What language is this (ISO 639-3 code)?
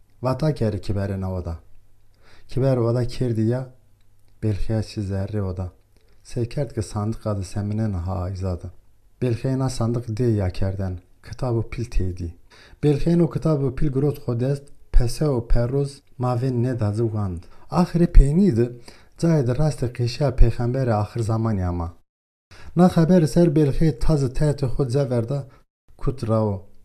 zza